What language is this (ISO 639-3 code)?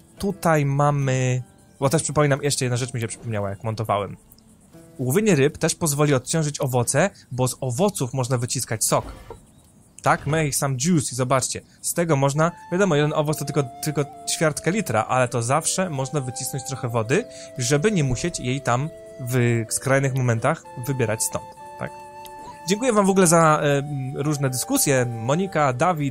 pol